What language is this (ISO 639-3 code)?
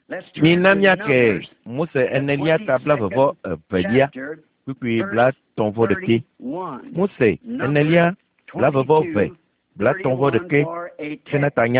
ewe